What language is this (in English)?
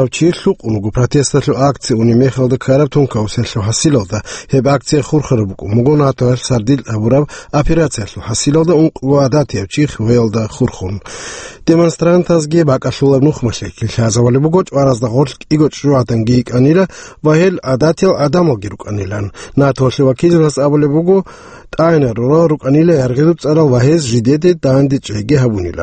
Avaric